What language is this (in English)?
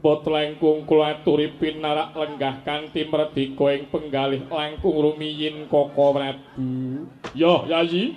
Javanese